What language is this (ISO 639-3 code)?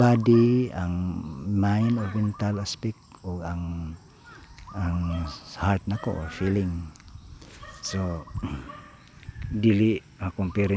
ceb